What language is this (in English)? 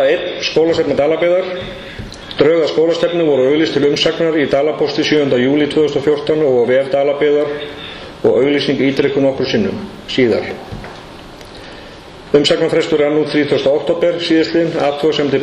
Icelandic